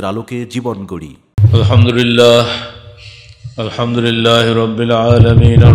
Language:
Bangla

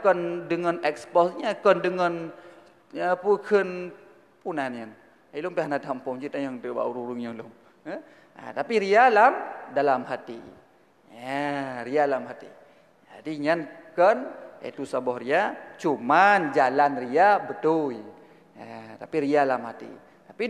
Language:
Achinese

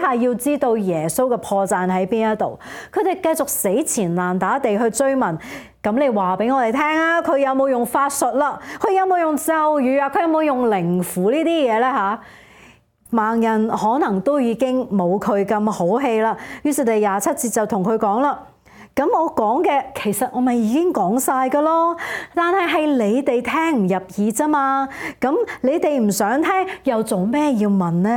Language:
Cantonese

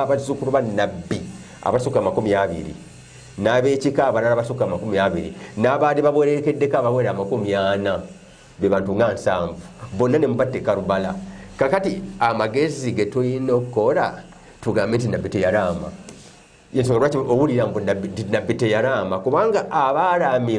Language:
Ganda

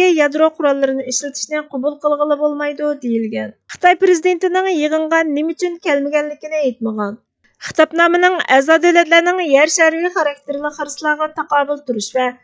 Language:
Uyghur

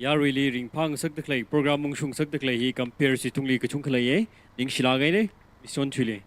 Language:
Tangkhul Naga (India)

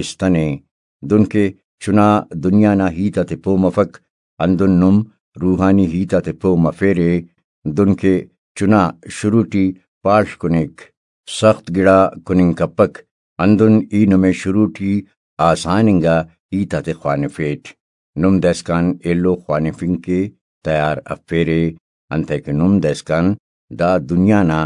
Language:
Brahui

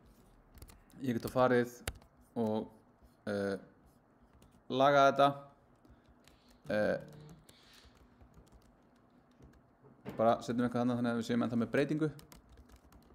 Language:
Icelandic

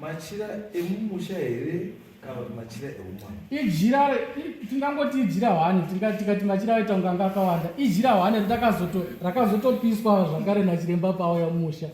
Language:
Shona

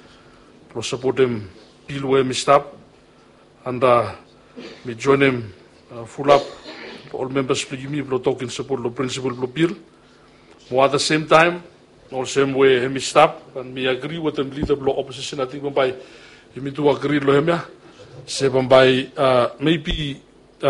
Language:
Bislama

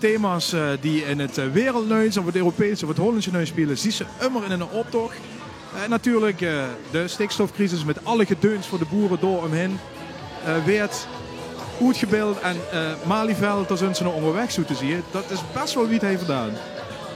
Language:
Limburgish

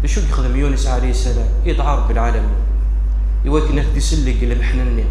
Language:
Kabyle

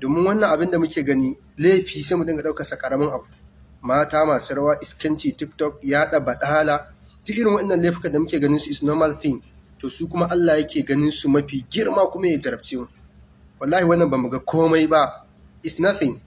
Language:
Hausa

